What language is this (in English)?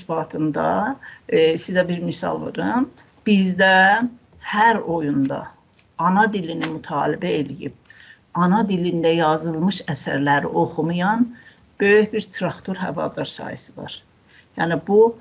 South Azerbaijani